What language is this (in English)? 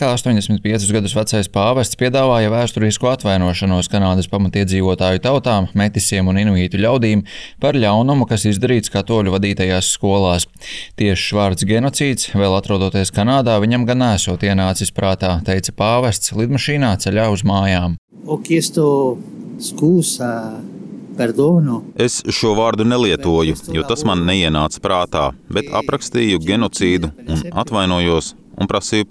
Latvian